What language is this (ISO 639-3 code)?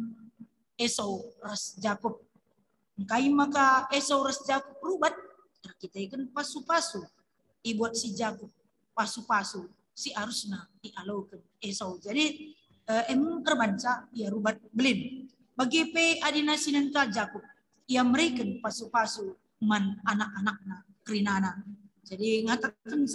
btx